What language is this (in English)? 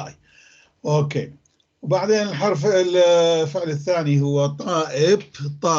North Levantine Arabic